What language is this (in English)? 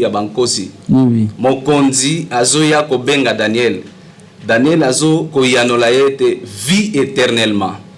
Lingala